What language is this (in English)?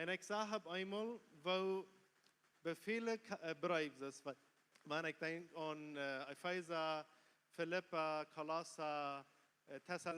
Plautdietsch